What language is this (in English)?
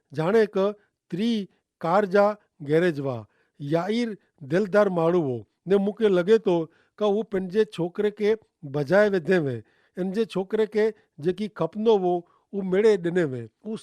Kachhi